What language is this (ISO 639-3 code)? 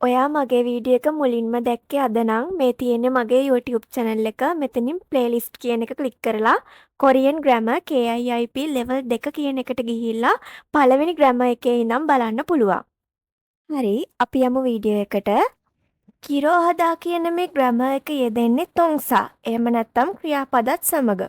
sin